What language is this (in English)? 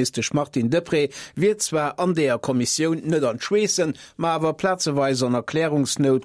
Luxembourgish